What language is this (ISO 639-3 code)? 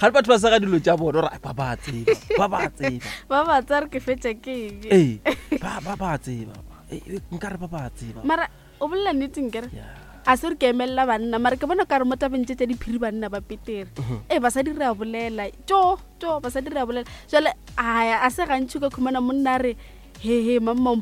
nso